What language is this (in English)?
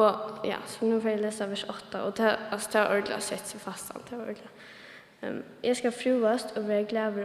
Faroese